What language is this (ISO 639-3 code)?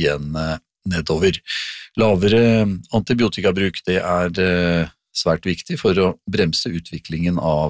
nor